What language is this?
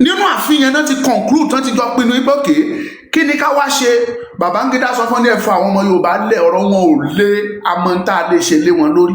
Yoruba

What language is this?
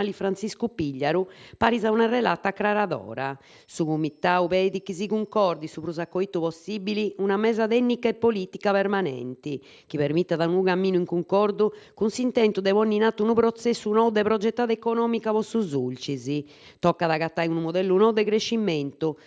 Sardinian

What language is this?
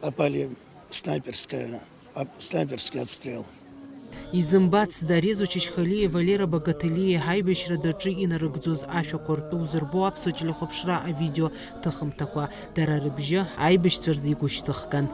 Abkhazian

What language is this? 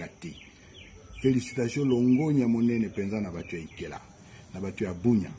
Lingala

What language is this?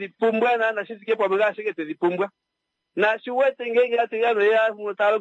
Kuanyama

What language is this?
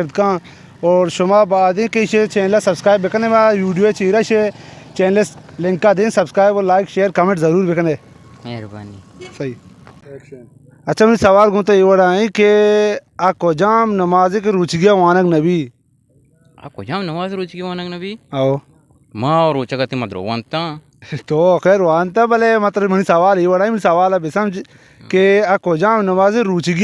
Baluchi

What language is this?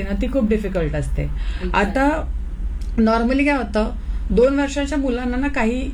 Marathi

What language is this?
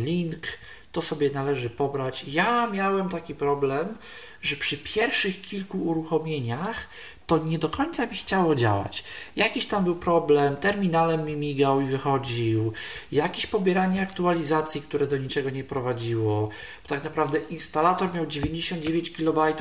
Polish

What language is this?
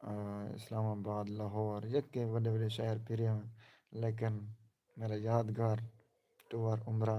Saraiki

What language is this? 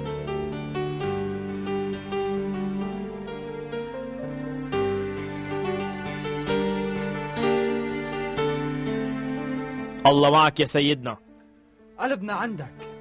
Arabic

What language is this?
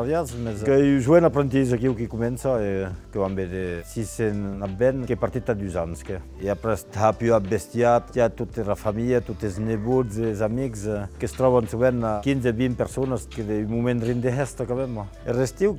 Occitan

